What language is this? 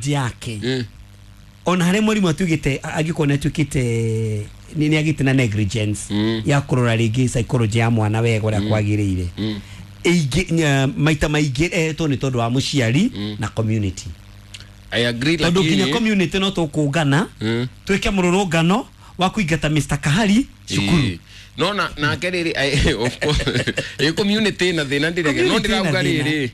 Kikuyu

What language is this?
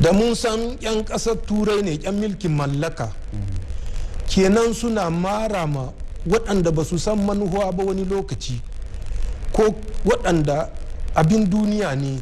Hausa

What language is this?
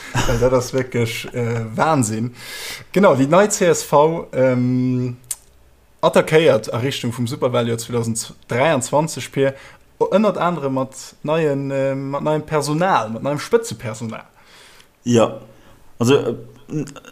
Luxembourgish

